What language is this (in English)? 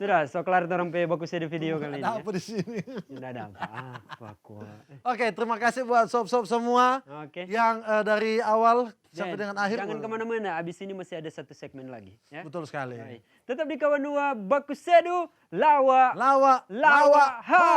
Manado Malay